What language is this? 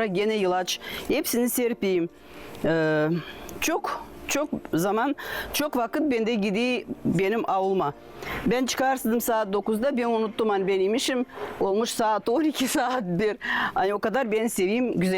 Gagauz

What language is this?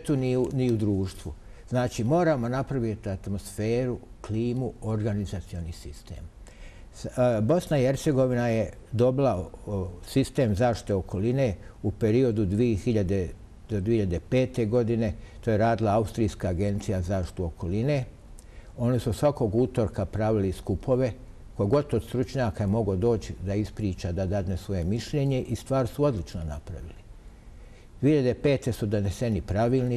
Bosnian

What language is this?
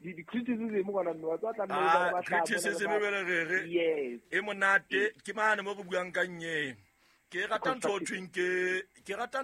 Southern Sotho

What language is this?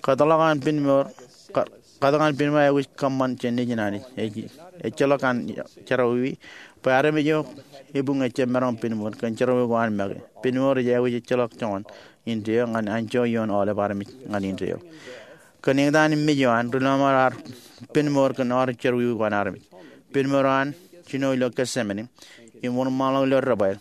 Marshallese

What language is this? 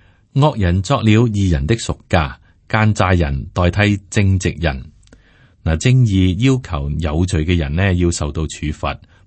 Cantonese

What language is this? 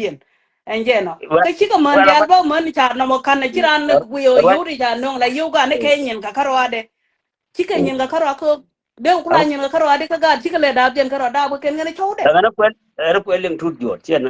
Nuer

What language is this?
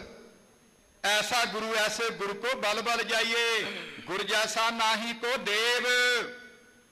Punjabi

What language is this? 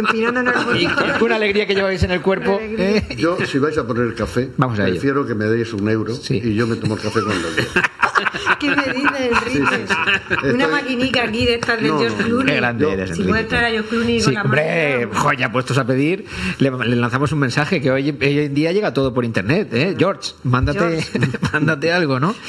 Spanish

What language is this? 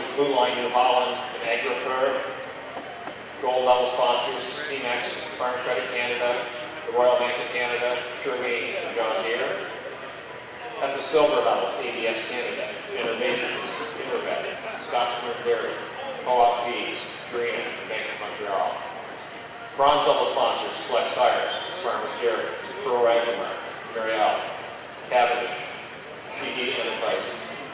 English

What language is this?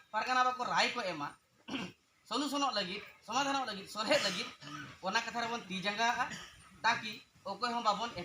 Santali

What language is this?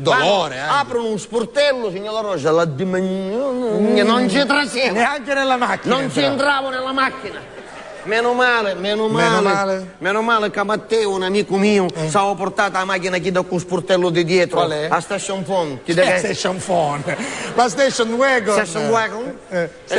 Sicilian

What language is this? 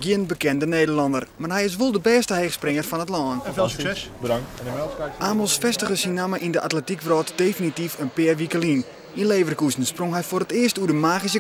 Western Frisian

